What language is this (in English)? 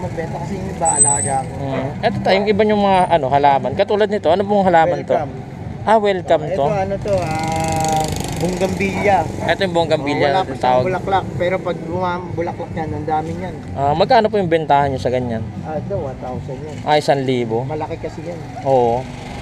Filipino